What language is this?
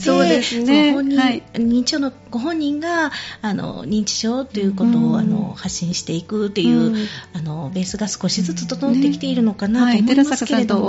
Japanese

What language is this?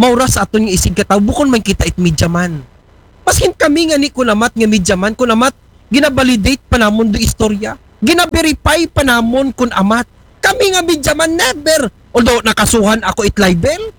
Aklanon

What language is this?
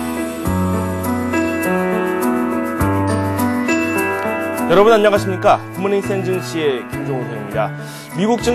Korean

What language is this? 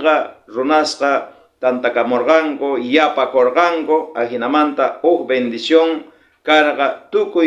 South Bolivian Quechua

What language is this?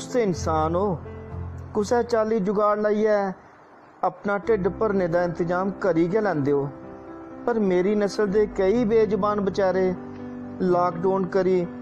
Dogri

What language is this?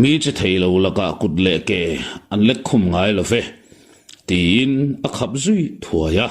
Mizo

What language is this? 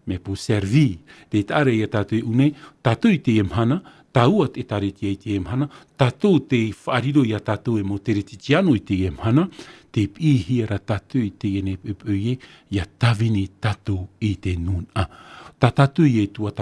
Tahitian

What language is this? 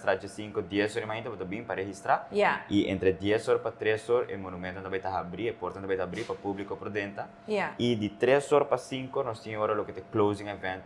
Papiamento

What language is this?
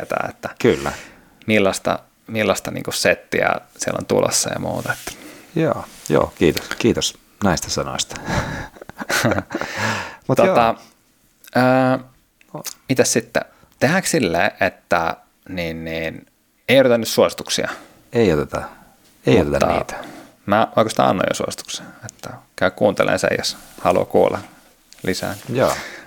Finnish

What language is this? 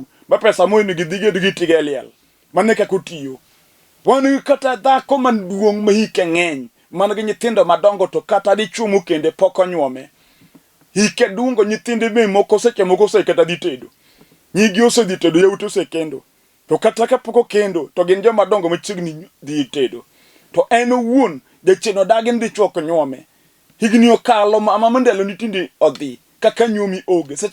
Luo (Kenya and Tanzania)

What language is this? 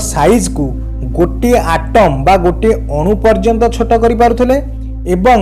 Odia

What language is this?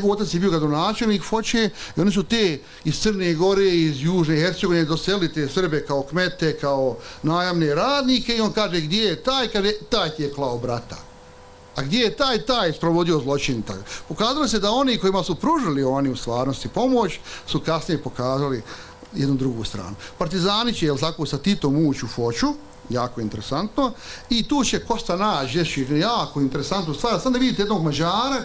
Bosnian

